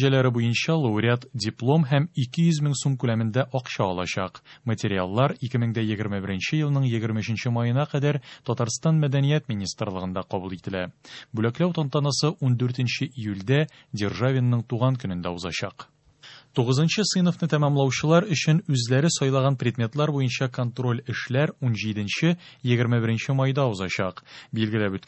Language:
Tatar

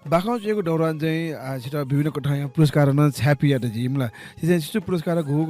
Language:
Newari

